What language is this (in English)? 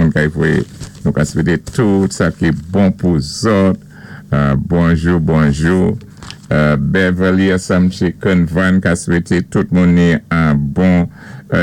Saint Lucian Creole French